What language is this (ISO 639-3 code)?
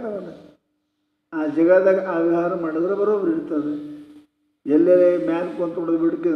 kan